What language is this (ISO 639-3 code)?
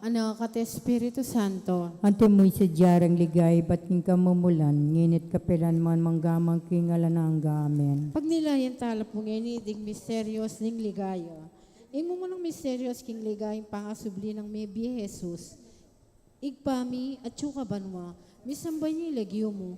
pam